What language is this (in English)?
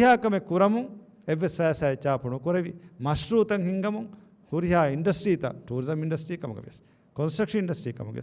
Divehi